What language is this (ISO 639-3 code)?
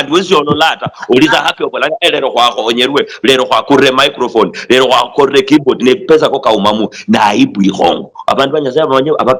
luy